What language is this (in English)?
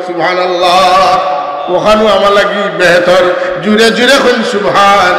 Sylheti